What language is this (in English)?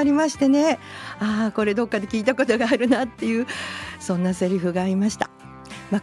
Japanese